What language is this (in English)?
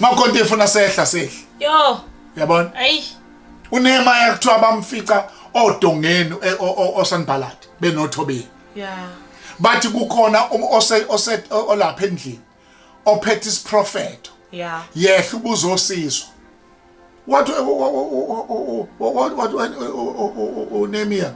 Zulu